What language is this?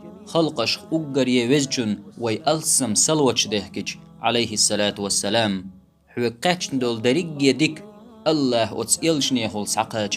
Chechen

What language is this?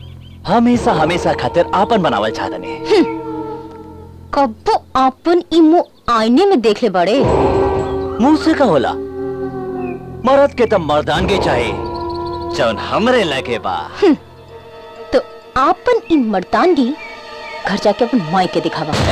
Bhojpuri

